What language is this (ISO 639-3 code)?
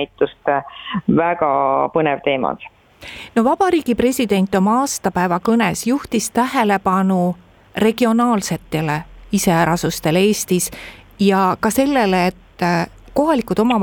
est